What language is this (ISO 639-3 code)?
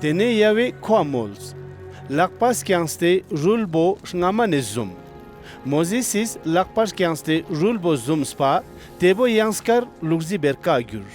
lbj